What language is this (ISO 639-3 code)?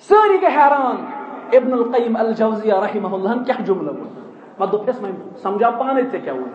kas